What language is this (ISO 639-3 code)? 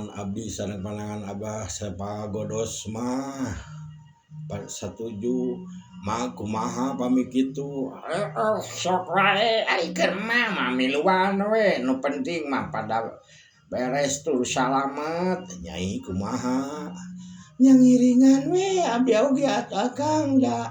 sun